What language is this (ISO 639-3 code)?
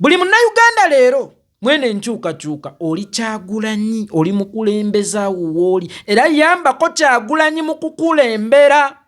lug